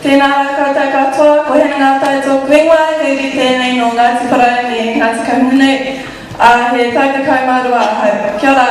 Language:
Māori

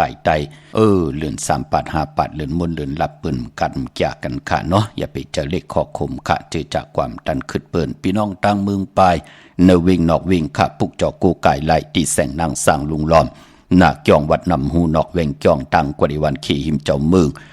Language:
Shan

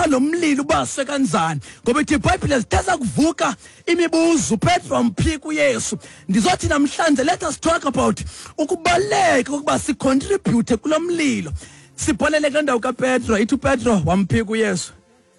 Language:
Xhosa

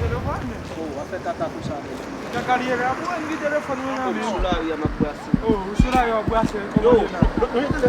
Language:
Haitian Creole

